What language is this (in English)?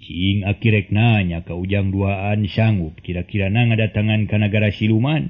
Sundanese